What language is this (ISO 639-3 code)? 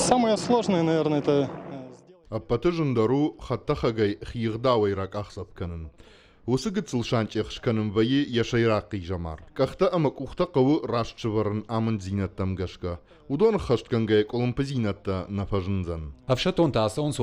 oss